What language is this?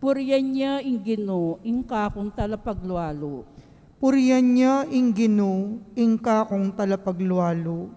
Pampanga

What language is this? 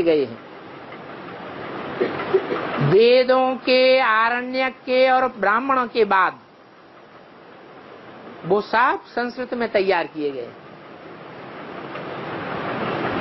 Hindi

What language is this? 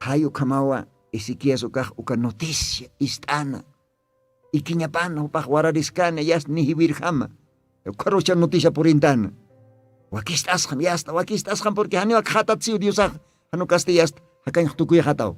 Aymara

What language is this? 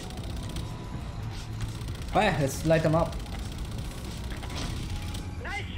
English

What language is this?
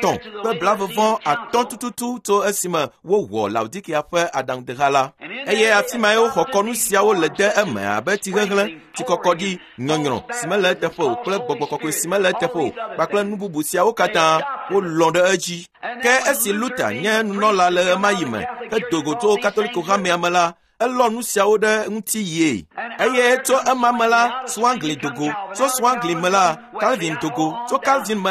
Ewe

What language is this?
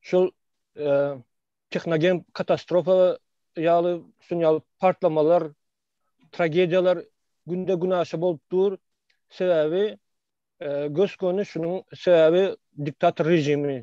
Turkmen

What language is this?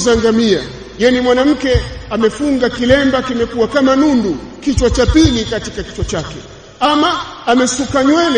Swahili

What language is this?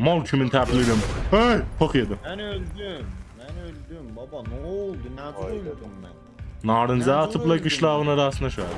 South Azerbaijani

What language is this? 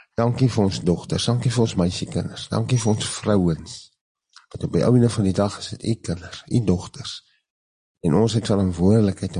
Afrikaans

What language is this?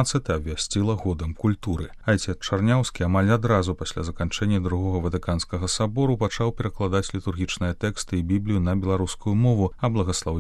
Belarusian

